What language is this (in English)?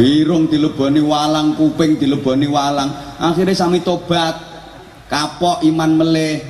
Javanese